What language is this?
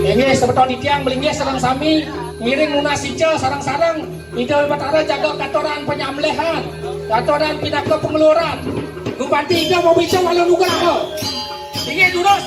Balinese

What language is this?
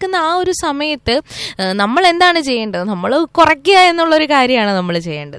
Malayalam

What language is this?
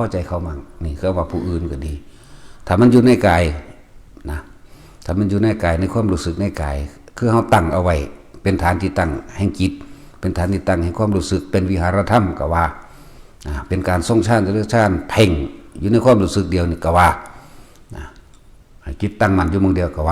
Lao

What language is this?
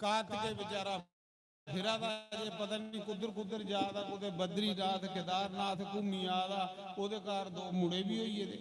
Dogri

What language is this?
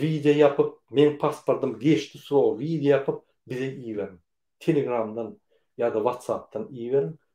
Turkmen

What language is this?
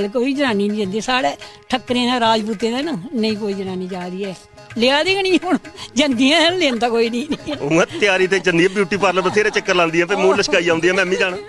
Dogri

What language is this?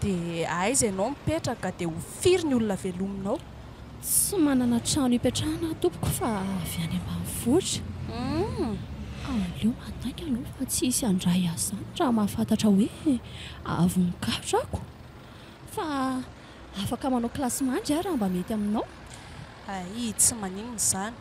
Malagasy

